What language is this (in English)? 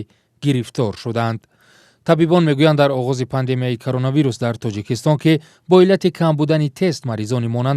Tajik